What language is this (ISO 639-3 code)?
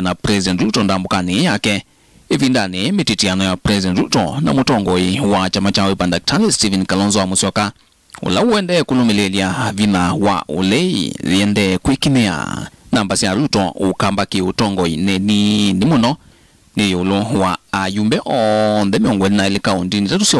kam